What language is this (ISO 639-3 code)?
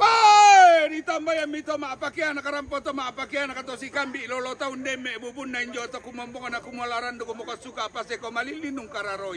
sda